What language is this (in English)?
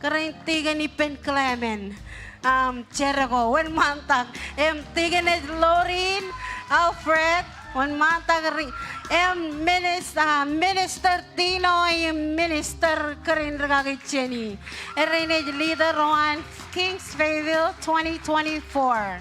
Marshallese